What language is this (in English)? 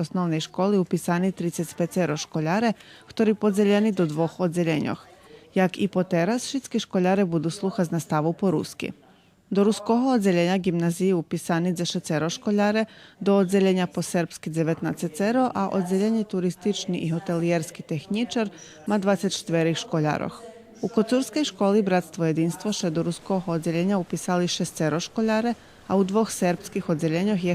Rusyn